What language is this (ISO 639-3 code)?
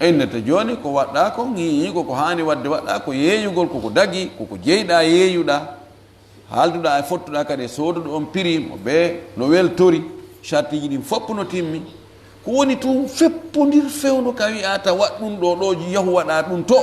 ful